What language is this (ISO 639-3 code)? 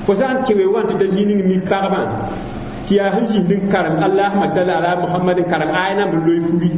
mos